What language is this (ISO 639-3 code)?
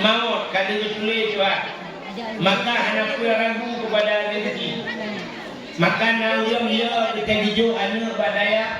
ace